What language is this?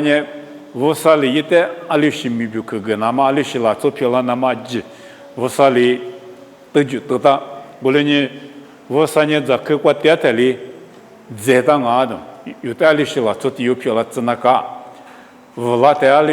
Lisu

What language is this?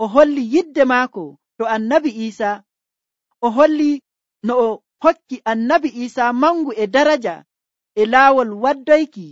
Nigerian Fulfulde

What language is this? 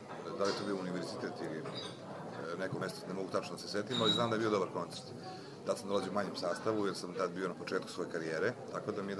Bosnian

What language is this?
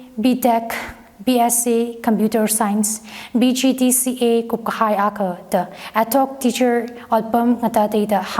Tangkhul Naga (India)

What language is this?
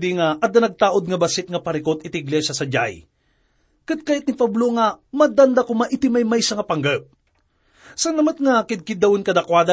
Iloko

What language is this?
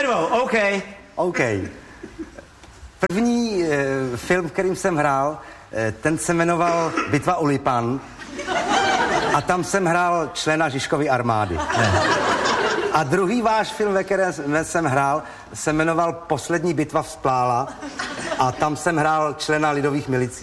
Czech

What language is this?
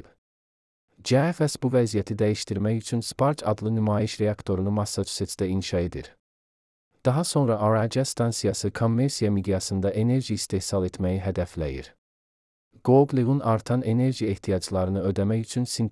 Azerbaijani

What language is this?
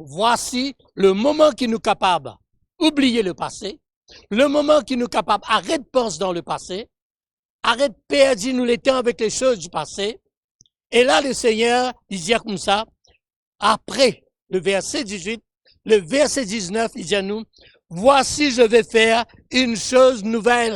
Morisyen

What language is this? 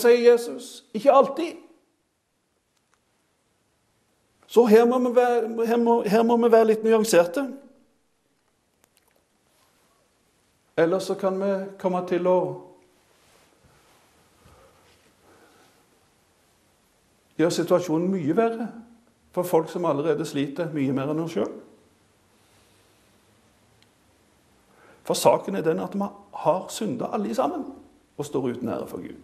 Norwegian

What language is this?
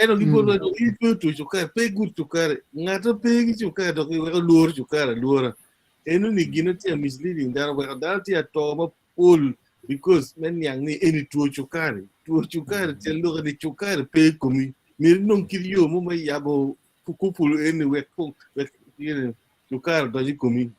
Acoli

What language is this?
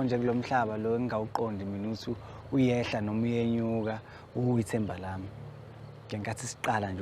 Zulu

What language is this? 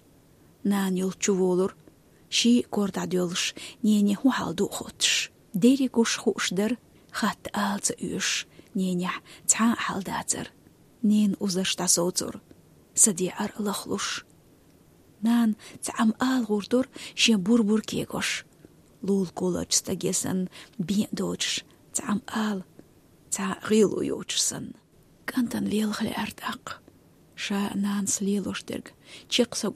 Chechen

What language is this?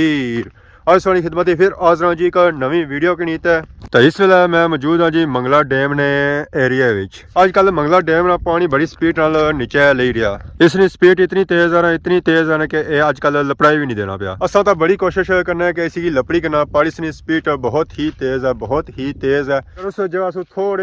Pahari-Potwari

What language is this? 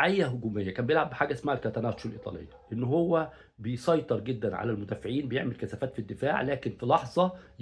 Egyptian Arabic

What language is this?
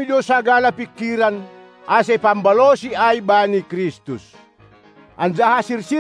Batak Simalungun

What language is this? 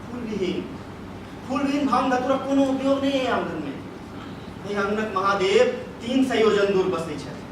Maithili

